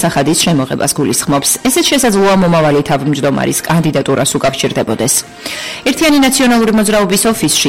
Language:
Georgian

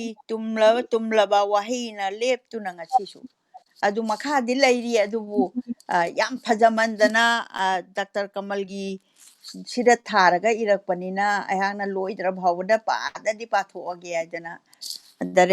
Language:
Manipuri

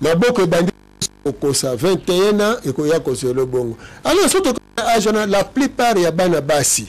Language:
Lingala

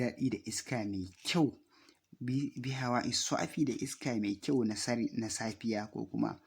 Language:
Hausa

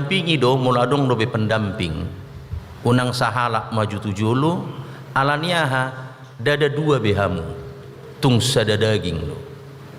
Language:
Batak Toba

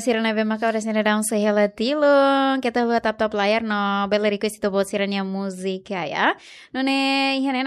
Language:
Tetum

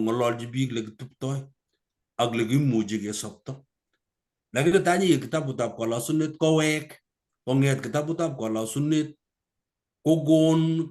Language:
Kalenjin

